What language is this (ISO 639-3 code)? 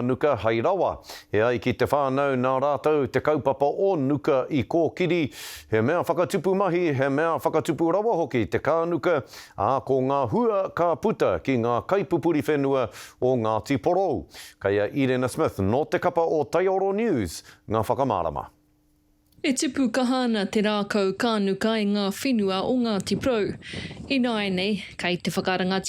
mri